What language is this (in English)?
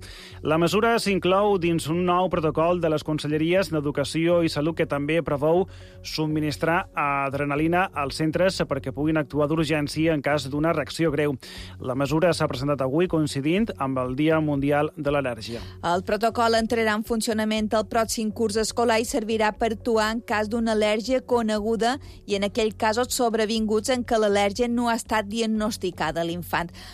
Catalan